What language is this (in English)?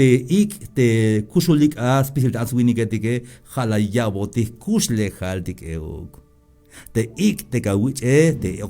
Tzeltal